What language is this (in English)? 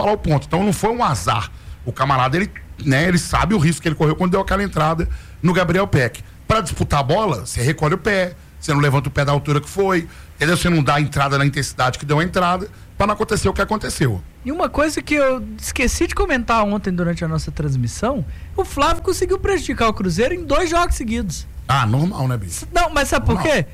Portuguese